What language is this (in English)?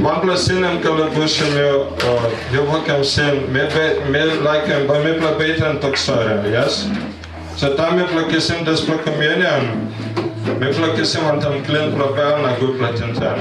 Tok Pisin